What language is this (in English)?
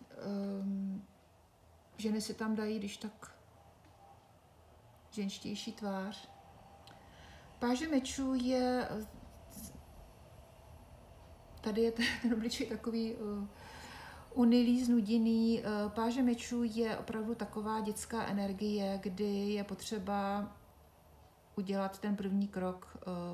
Czech